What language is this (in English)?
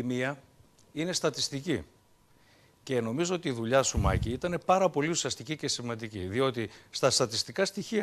Greek